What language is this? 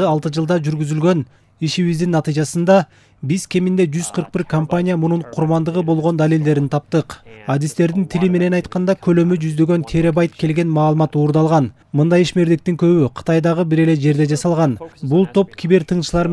Kyrgyz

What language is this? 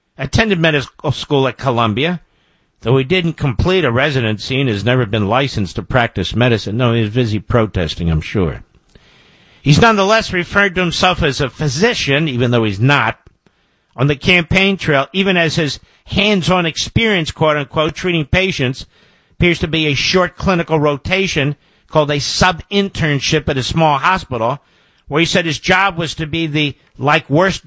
English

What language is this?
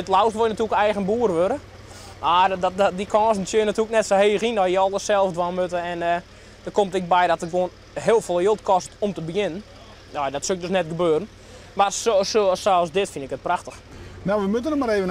Western Frisian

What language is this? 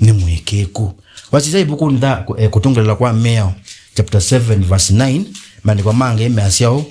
Kamba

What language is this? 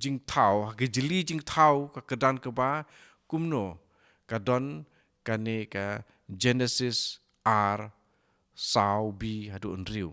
Khasi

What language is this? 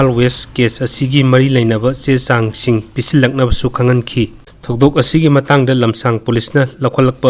Manipuri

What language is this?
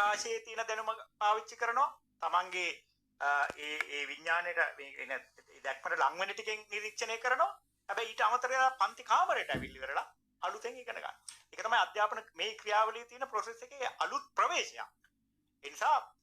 Sinhala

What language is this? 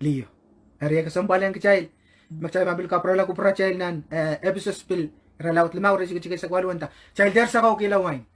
Pohnpeian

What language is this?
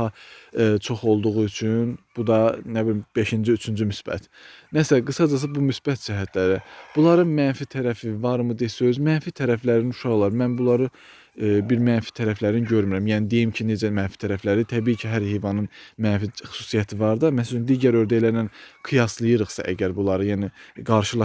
Azerbaijani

